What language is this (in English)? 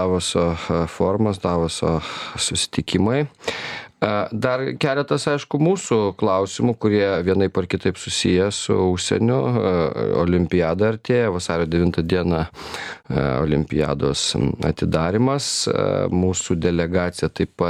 Lithuanian